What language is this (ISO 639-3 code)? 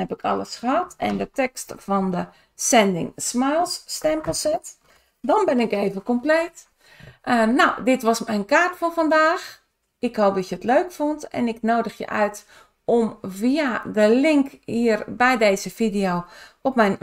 nld